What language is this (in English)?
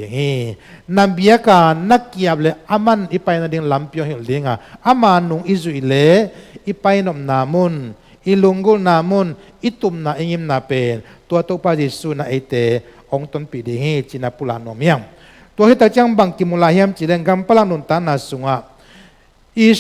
Tedim Chin